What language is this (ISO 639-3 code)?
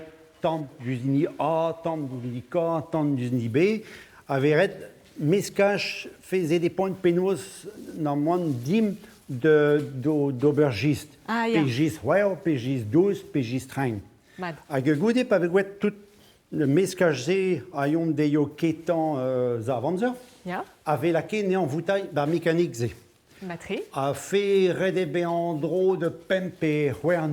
bre